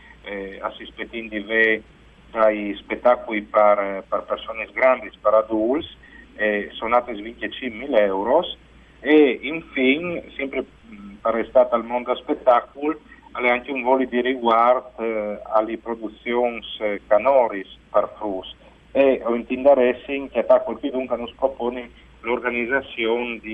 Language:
Friulian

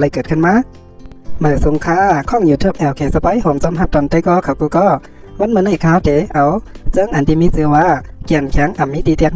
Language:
Shan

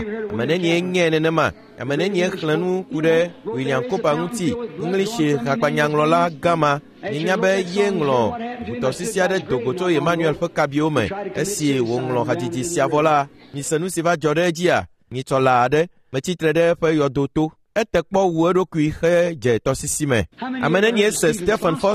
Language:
Ewe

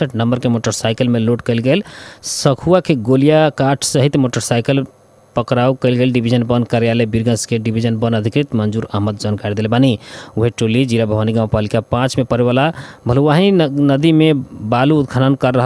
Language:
Bhojpuri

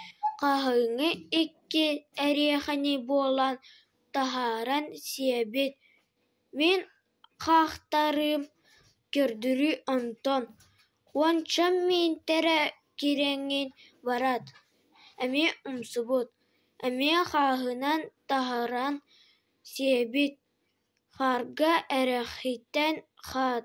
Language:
Yakut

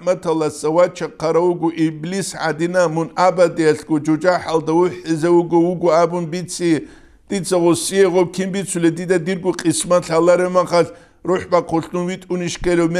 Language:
Avaric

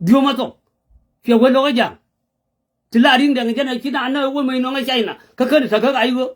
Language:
Nuer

